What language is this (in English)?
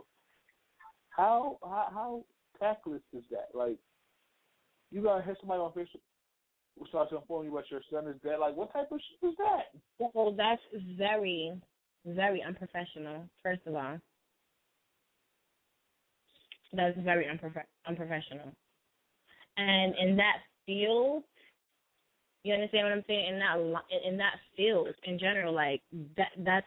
English